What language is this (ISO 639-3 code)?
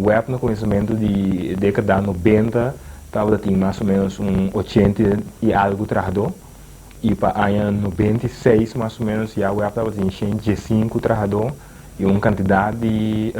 pap